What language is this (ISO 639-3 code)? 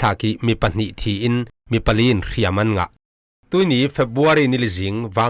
cfm